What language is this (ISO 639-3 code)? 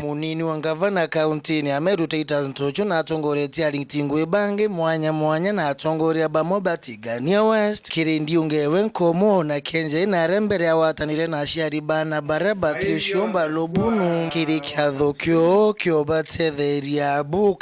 mer